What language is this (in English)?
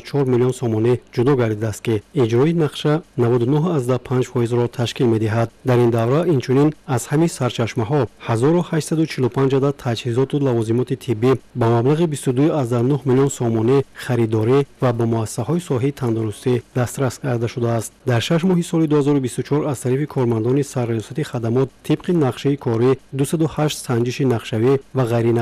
Tajik